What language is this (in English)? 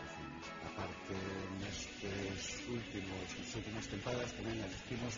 Galician